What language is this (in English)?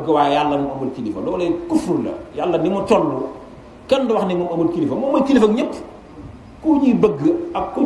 Wolof